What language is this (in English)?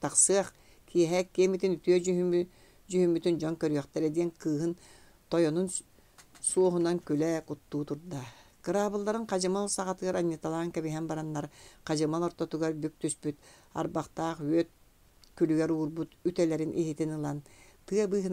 Yakut